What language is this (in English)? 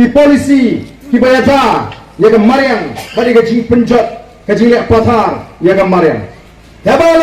Khasi